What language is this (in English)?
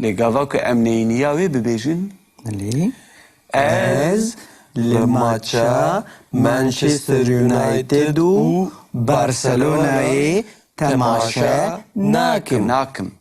Kurdish